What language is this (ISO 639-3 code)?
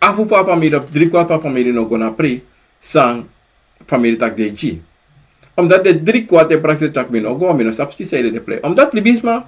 srn